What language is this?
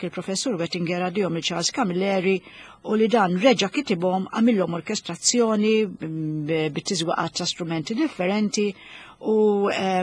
Maltese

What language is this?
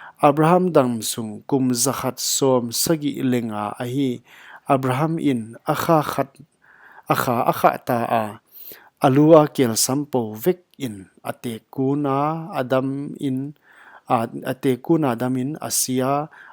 Paite Chin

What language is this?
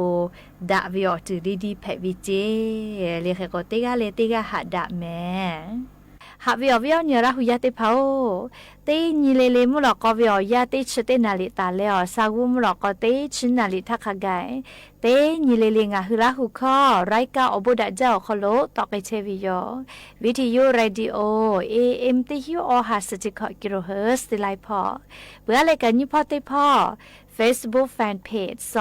Lahu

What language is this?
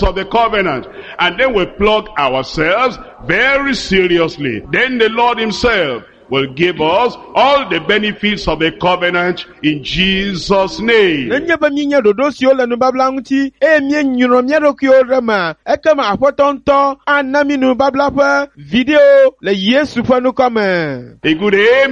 Ewe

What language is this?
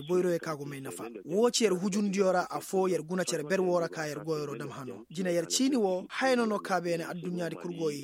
Koyraboro Senni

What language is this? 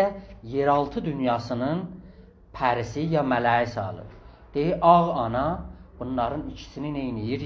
South Azerbaijani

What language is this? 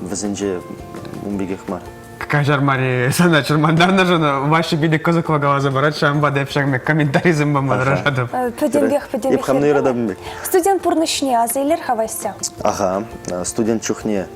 Chuvash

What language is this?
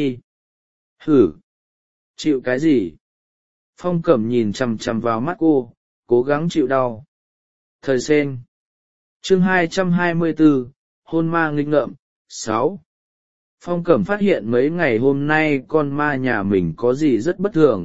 Vietnamese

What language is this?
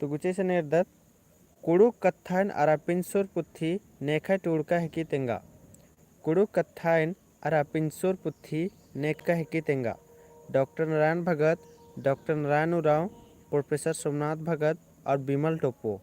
Kurukh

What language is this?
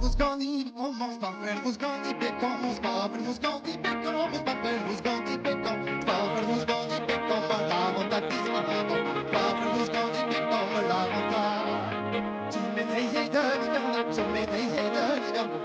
Breton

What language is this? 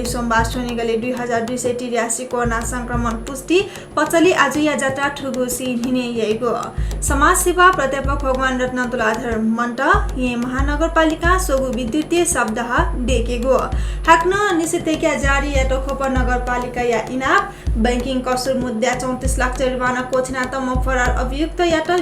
Newari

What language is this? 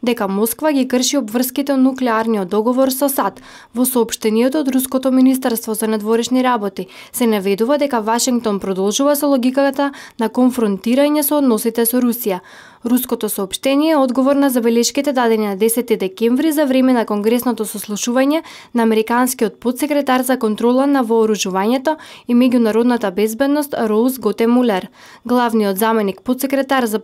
Macedonian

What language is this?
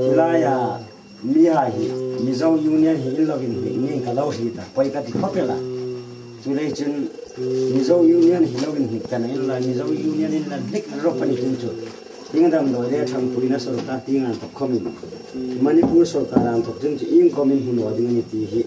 Hmar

